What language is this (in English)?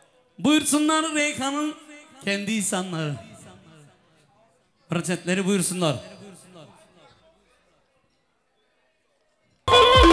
Turkish